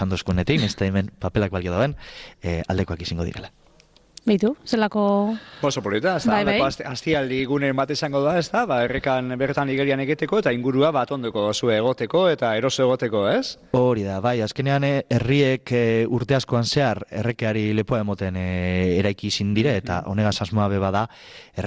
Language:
Basque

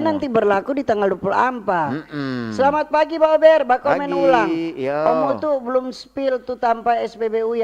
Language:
Manado Malay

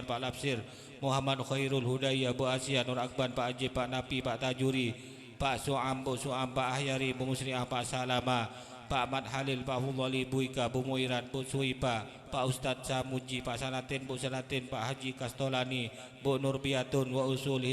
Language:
Madurese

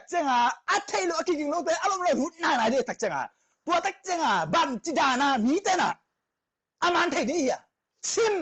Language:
Tedim Chin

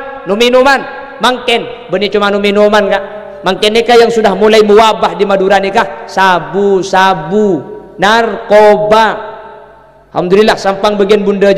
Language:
Madurese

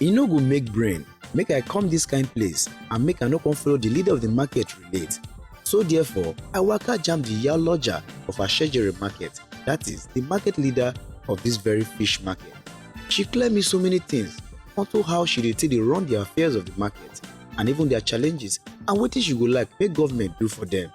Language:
Nigerian Pidgin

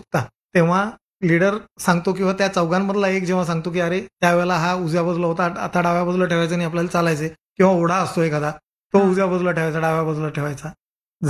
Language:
Marathi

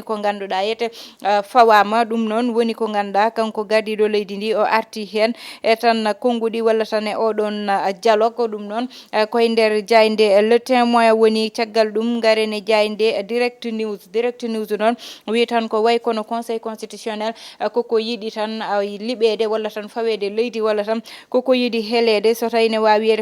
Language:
Fula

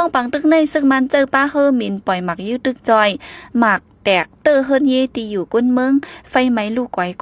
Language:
Shan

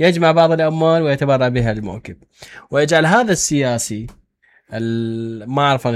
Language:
Mesopotamian Arabic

